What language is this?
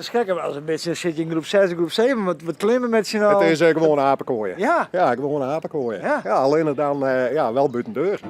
Western Frisian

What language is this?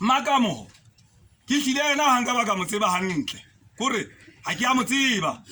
Southern Sotho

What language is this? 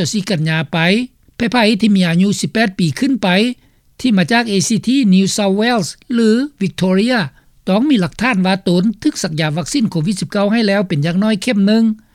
Lao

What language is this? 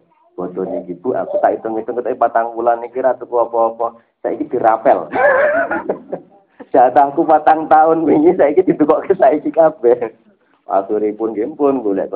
Javanese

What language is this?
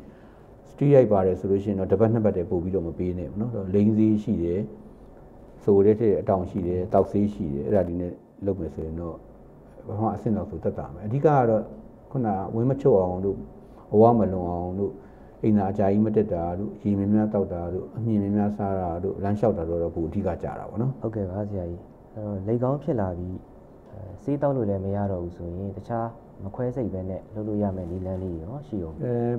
Burmese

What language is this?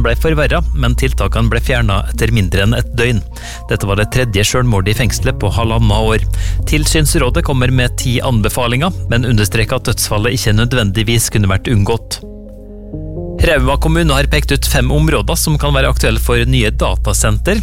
Norwegian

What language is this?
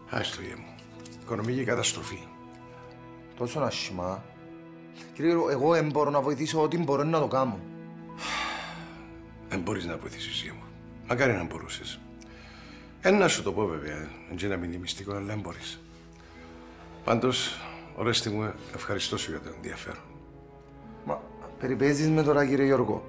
Greek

